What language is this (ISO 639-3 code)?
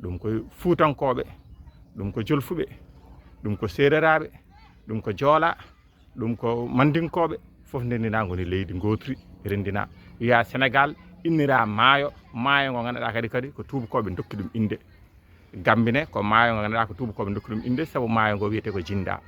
ful